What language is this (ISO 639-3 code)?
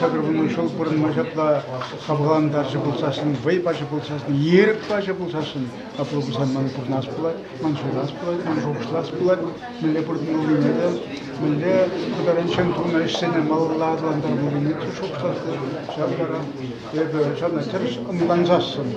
chv